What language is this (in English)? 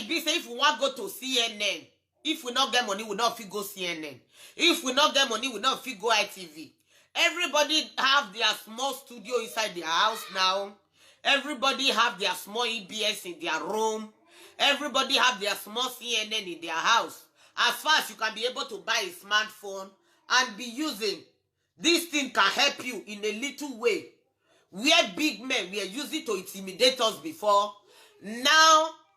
Nigerian Pidgin